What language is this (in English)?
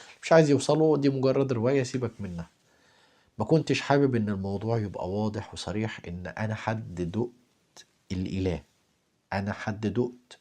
Egyptian Arabic